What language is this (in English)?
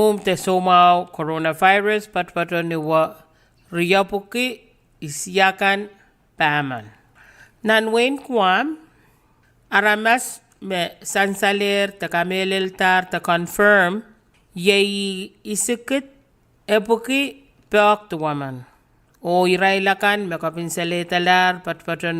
Pohnpeian